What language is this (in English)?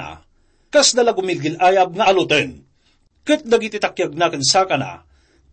Iloko